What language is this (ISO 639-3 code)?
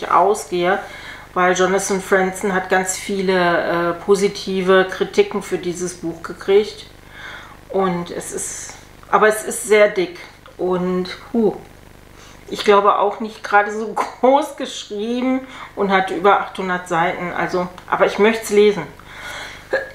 deu